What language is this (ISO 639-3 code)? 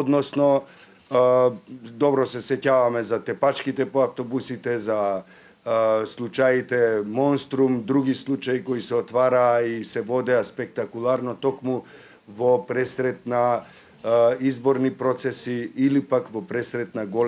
mkd